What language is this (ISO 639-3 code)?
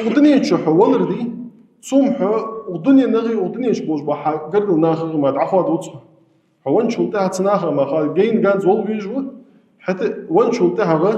inh